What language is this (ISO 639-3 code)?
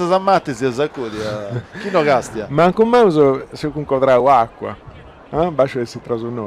srd